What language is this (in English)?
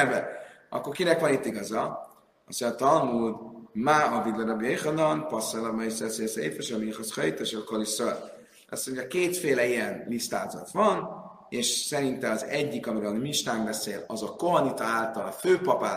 Hungarian